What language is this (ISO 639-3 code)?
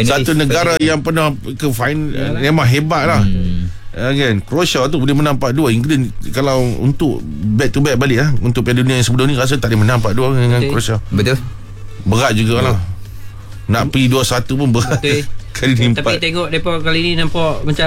msa